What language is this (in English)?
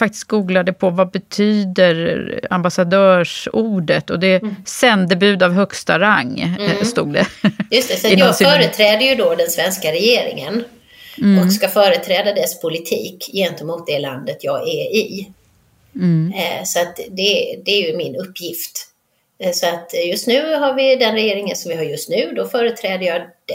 Swedish